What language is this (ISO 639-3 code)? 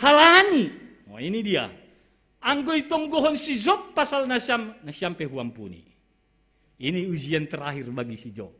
bts